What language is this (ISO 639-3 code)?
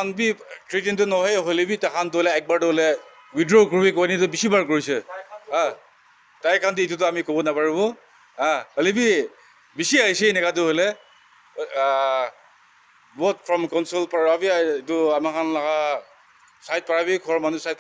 nag